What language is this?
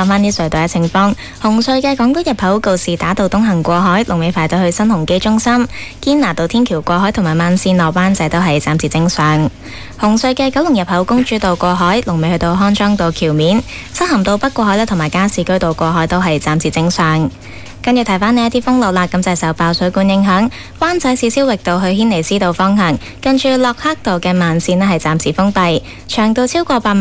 Cantonese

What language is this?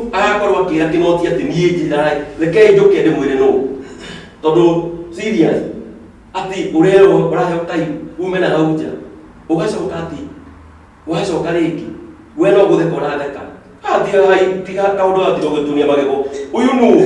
Kikuyu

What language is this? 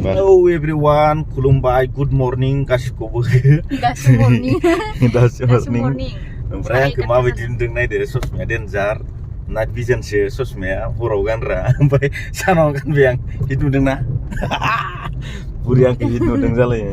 Bodo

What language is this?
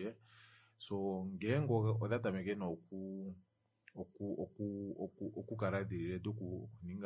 Kuanyama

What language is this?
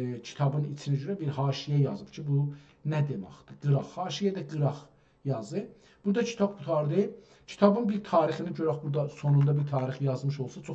South Azerbaijani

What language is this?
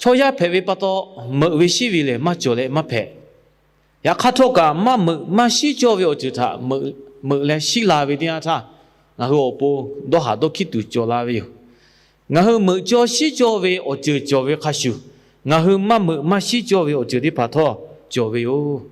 Lahu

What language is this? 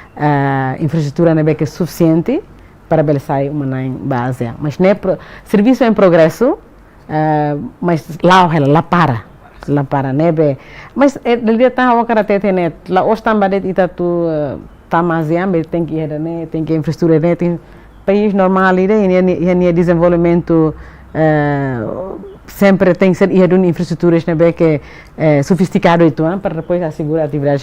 Tetum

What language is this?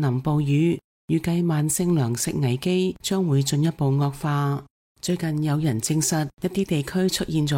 Cantonese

